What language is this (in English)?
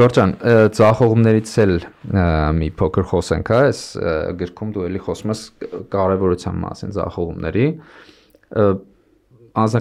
Armenian